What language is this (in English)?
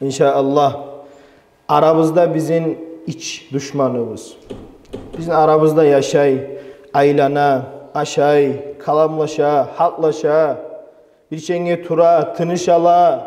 Kumyk